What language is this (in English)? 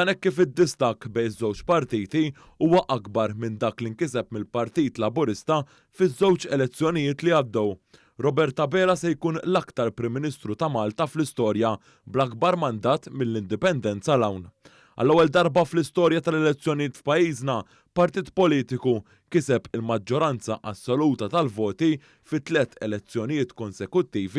Maltese